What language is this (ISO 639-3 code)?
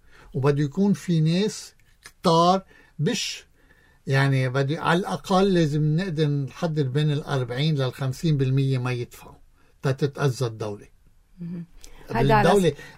apc